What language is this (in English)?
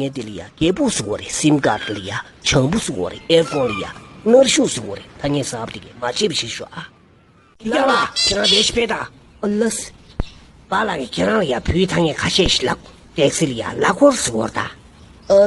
Tibetan